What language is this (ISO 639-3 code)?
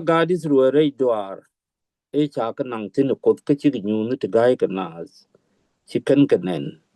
nus